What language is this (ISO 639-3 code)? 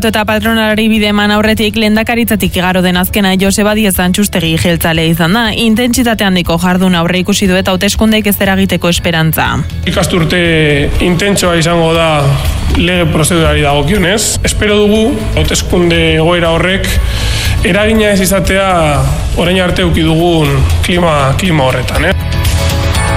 eus